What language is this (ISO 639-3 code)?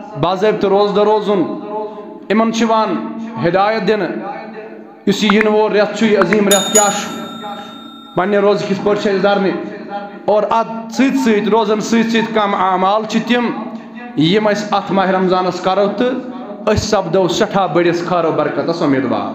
kas